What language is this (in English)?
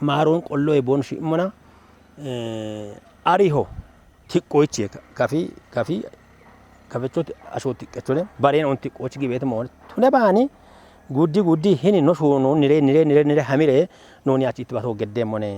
Kafa